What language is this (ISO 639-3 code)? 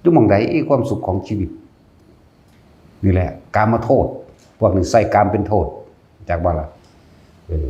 tts